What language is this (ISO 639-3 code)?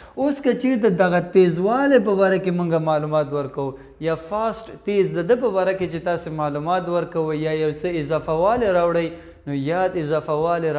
pus